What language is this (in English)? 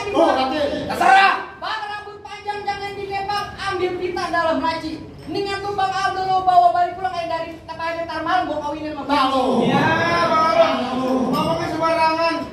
Betawi